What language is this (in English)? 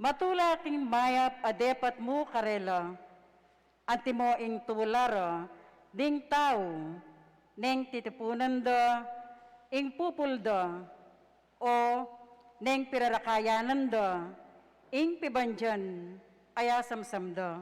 Pampanga